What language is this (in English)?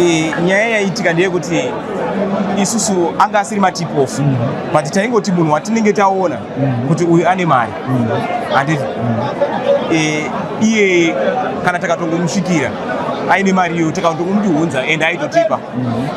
Shona